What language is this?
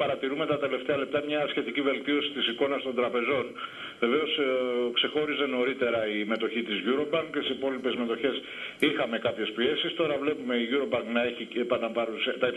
Greek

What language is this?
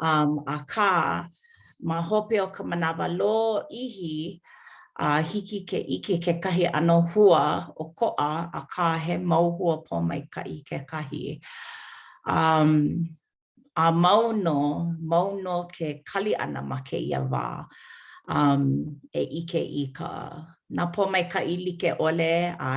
Hawaiian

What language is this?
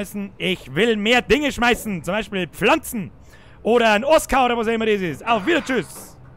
Bavarian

